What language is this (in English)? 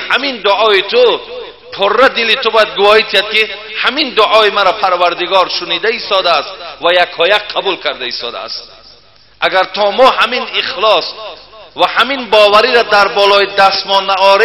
Tajik